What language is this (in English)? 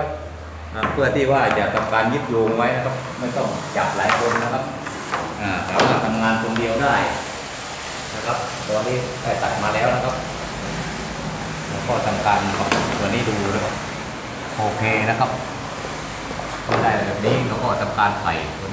Thai